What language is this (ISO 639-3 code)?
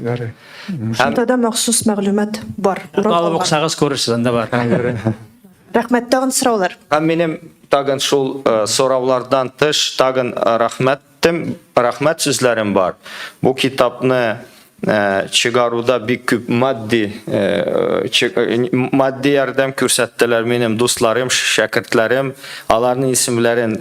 tat